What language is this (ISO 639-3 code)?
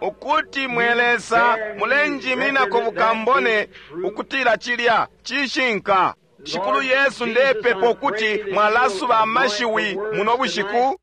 bem